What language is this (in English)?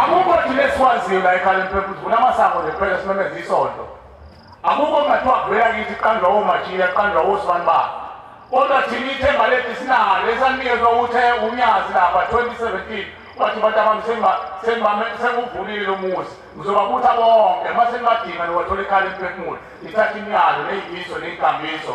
Zulu